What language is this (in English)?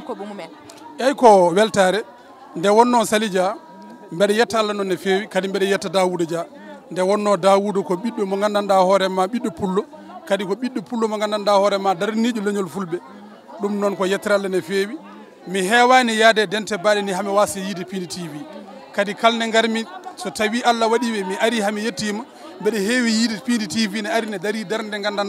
Fula